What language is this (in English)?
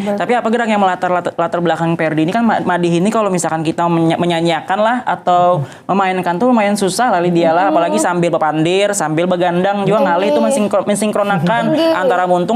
Banjar